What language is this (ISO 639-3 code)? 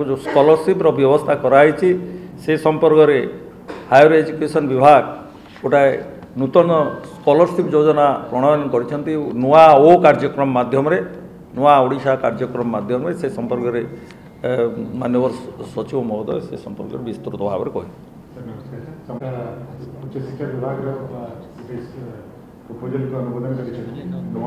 ori